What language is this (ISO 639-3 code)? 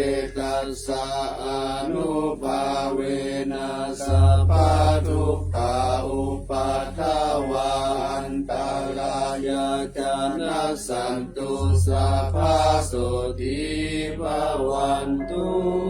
pli